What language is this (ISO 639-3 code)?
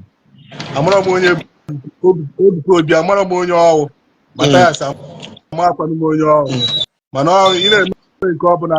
ibo